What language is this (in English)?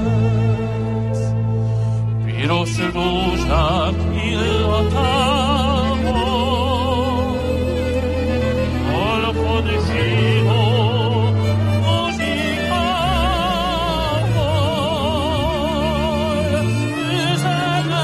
Hungarian